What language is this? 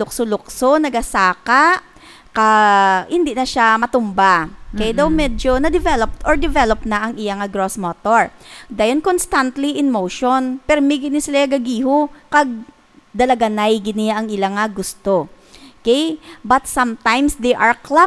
Hiligaynon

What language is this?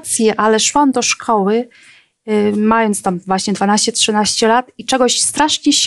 Polish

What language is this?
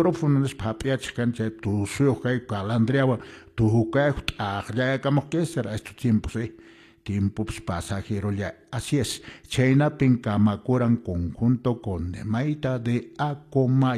Quechua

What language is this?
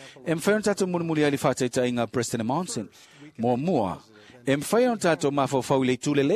Samoan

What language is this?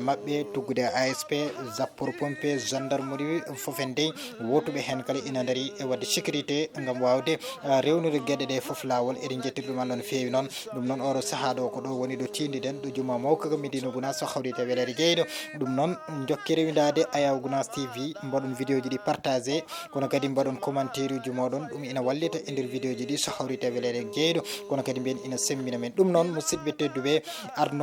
Fula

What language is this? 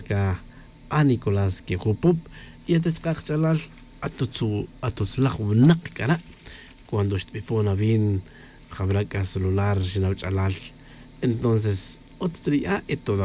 Tz'utujil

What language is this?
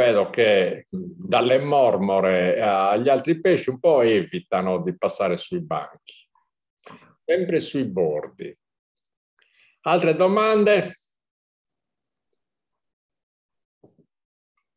Italian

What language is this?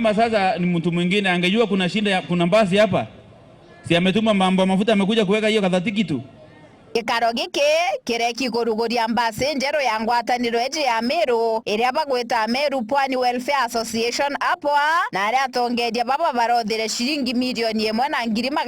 Meru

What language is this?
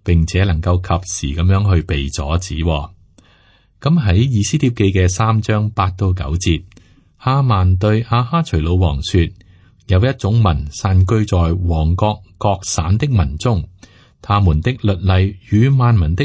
Cantonese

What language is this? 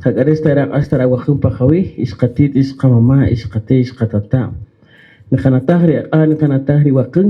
Kaqchikel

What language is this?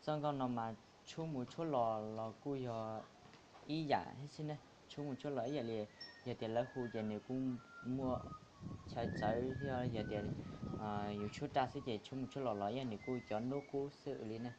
Hmong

